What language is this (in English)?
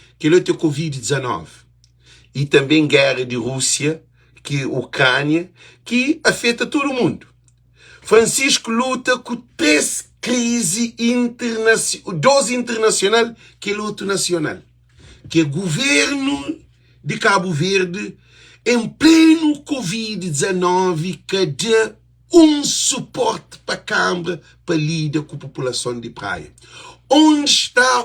Kabuverdianu